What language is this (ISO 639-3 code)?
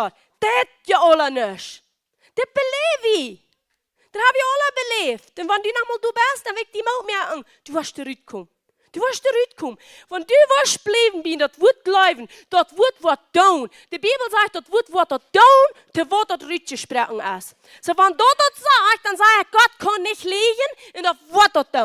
pdt